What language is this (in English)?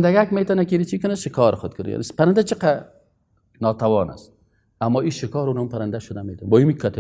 Persian